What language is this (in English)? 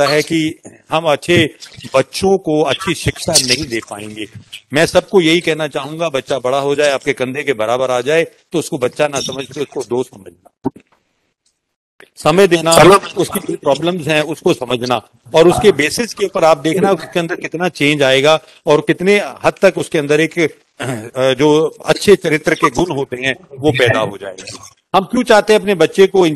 Hindi